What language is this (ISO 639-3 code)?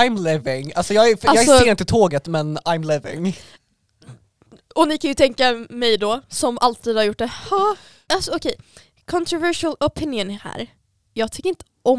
swe